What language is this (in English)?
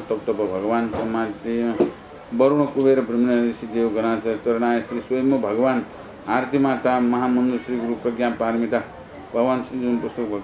Newari